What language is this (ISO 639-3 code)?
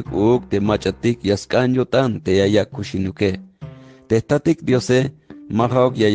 tzh